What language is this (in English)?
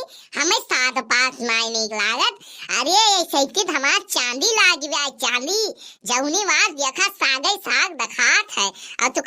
Awadhi